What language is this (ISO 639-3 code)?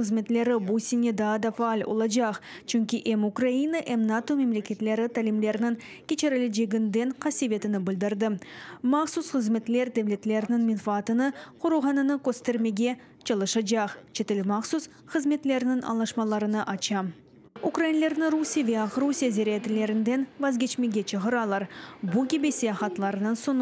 crh